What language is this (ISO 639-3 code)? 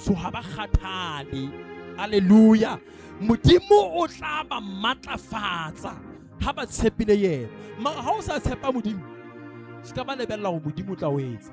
sot